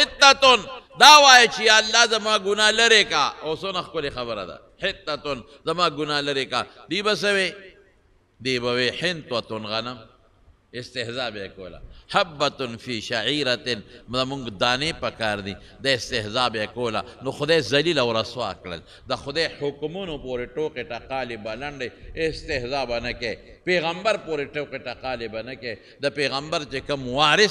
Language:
Pashto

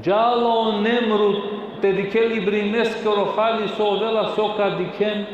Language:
Balkan Romani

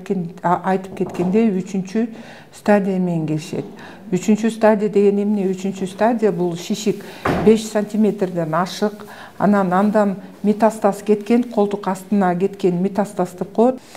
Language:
Kyrgyz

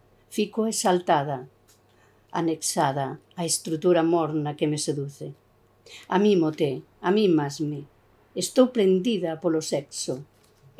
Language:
Galician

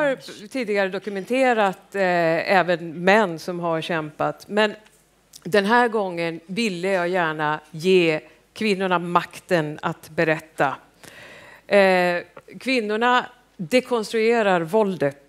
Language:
Swedish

